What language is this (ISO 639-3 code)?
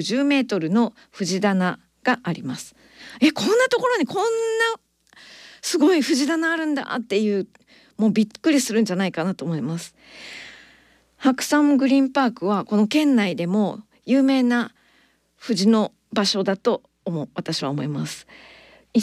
jpn